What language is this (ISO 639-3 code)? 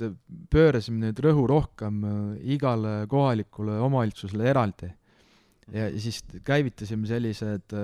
est